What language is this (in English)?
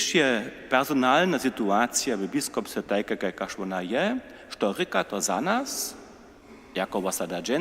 Upper Sorbian